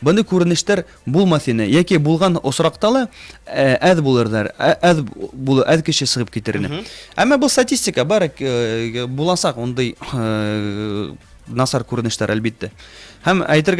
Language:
Bashkir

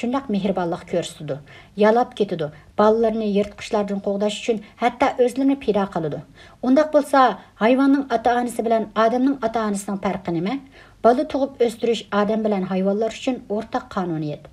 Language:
Uyghur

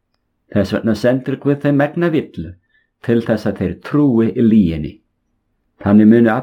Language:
Icelandic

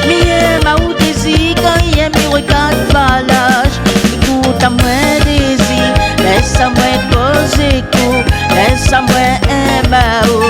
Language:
Réunion Creole French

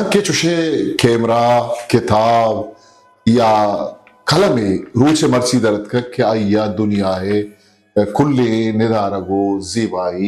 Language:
Eastern Balochi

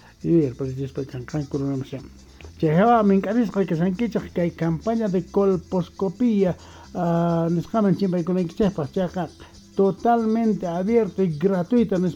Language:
South Bolivian Quechua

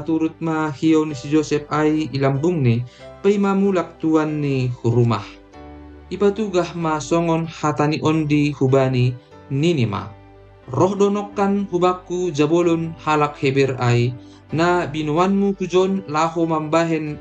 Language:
Batak Simalungun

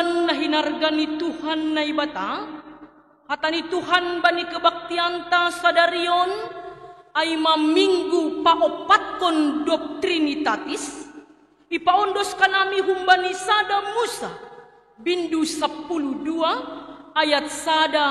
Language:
Batak Simalungun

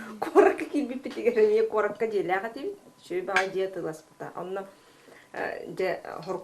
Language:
Yakut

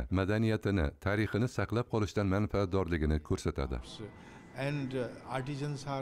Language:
Uzbek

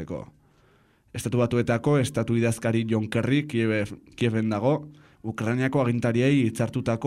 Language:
Basque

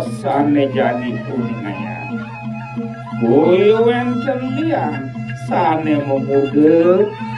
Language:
Balinese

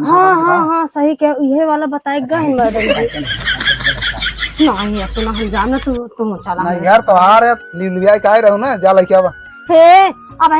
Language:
Awadhi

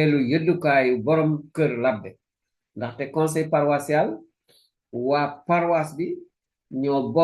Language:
Wolof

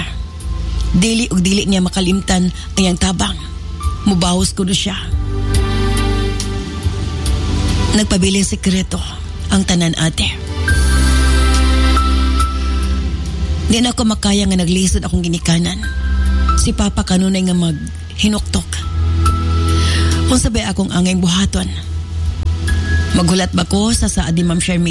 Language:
Cebuano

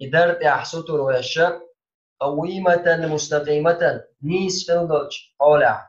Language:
Chechen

